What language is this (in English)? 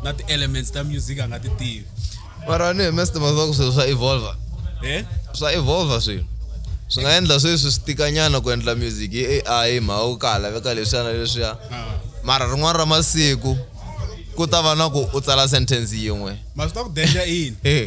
Tsonga